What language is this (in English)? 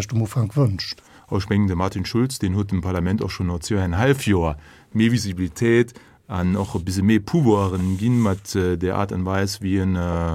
Luxembourgish